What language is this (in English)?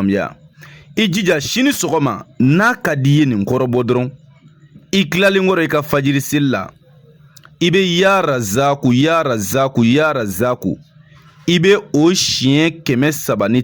Bambara